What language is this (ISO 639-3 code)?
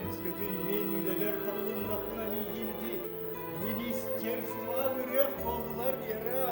sah